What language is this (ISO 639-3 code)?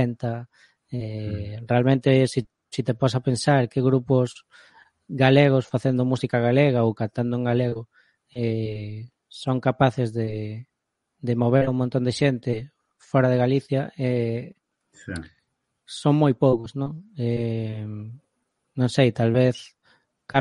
glg